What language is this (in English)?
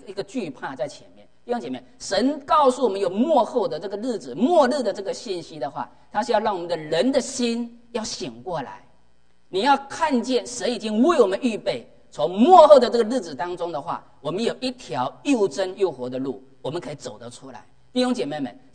Chinese